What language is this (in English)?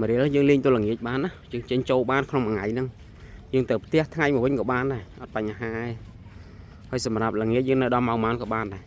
Khmer